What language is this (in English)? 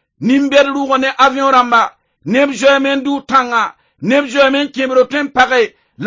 Mossi